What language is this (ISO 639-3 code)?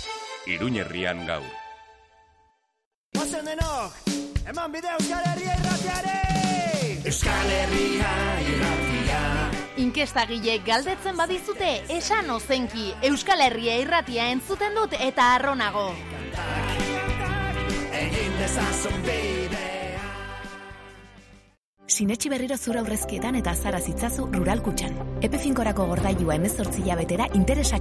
eus